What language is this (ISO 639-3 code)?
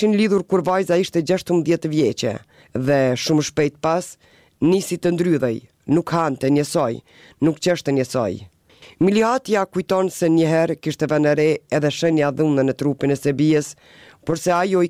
sqi